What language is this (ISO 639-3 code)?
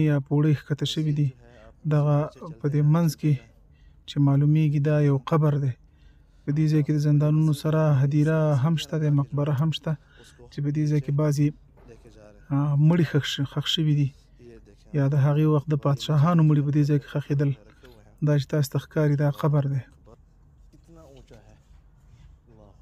pus